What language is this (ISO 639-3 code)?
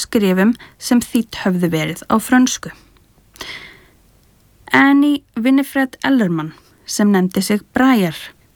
isl